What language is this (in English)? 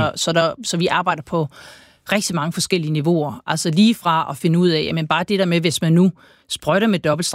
Danish